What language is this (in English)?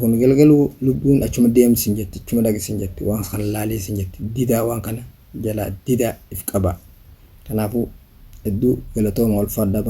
Oromo